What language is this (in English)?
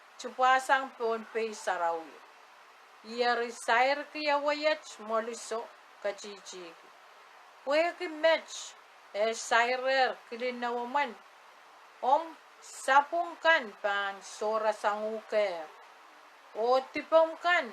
Pohnpeian